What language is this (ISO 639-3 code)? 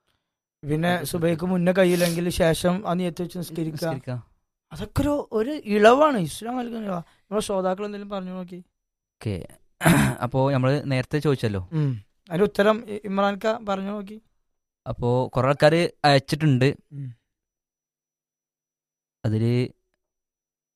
mal